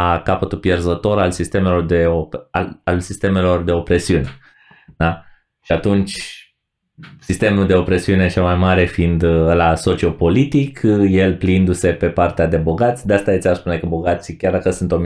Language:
Romanian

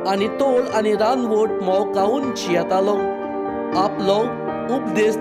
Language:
Konkani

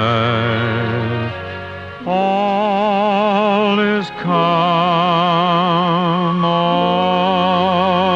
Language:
English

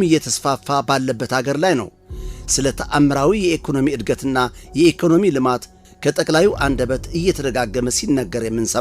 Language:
Amharic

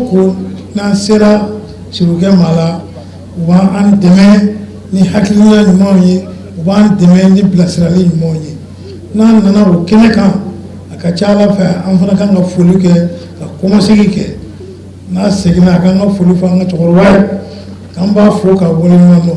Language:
Bambara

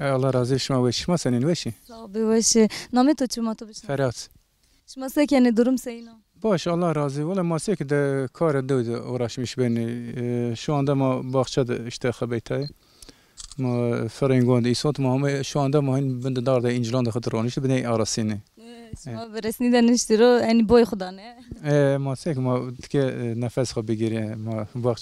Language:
Zaza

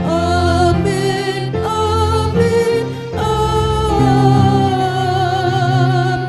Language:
Batak Toba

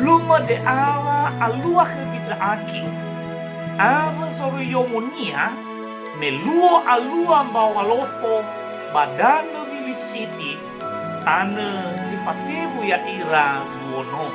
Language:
Nias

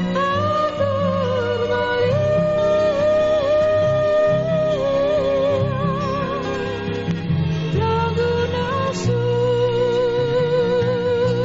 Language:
Basque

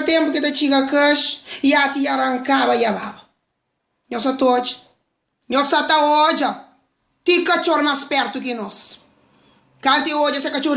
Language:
Kabuverdianu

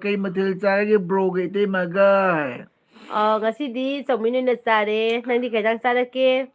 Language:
Manipuri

